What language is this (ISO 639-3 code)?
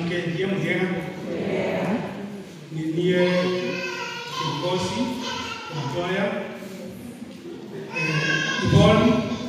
swa